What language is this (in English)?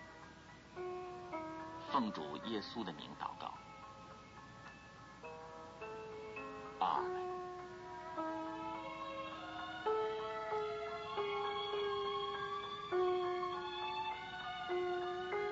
Chinese